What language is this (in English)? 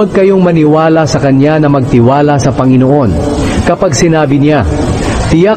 Filipino